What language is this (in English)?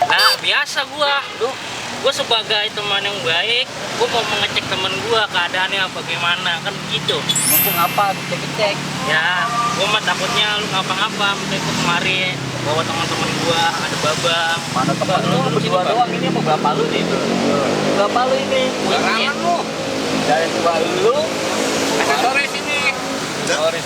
Betawi